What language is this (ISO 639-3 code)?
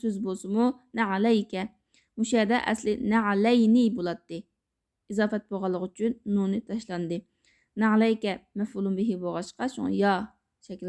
uig